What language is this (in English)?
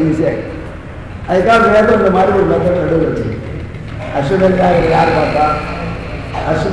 Tamil